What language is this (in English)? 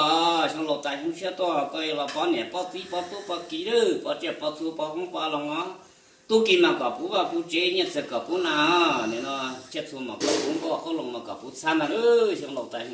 Hmong